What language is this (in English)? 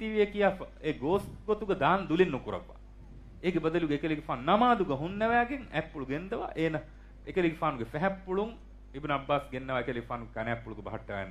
Divehi